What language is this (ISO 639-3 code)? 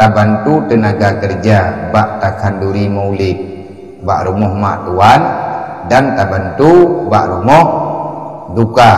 ace